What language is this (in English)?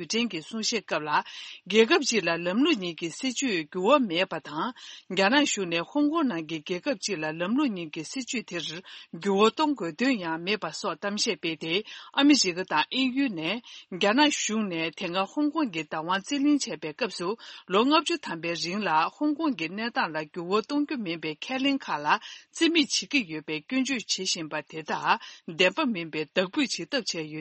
Tibetan